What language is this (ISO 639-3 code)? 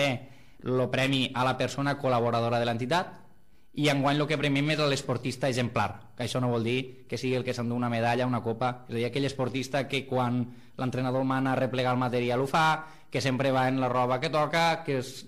cat